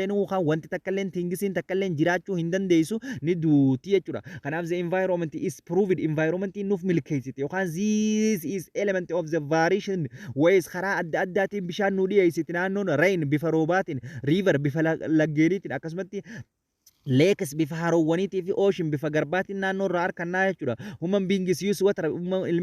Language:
Oromo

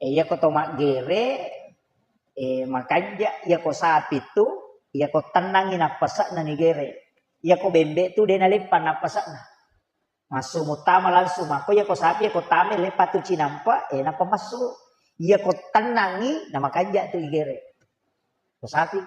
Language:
Buginese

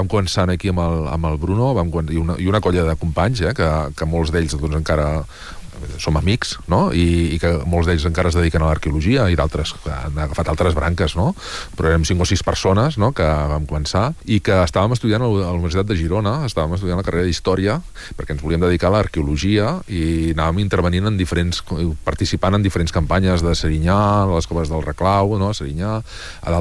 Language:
Catalan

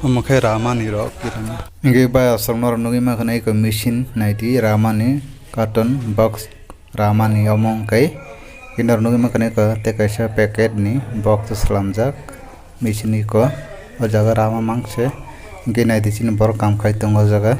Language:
Kok Borok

